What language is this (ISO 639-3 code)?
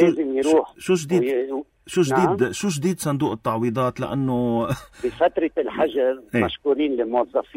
apc